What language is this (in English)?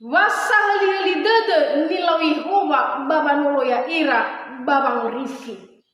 Nias